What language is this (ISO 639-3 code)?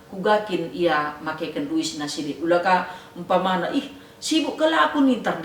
btx